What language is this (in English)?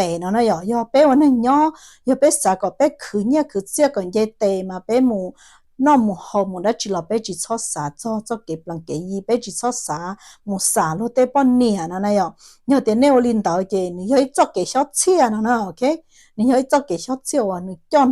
Hmong